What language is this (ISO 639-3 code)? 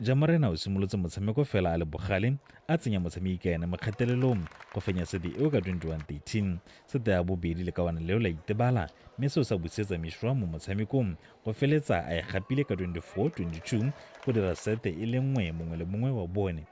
tsn